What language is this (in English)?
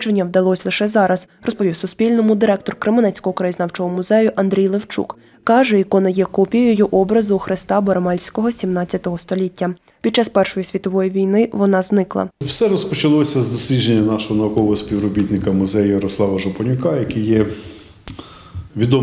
Ukrainian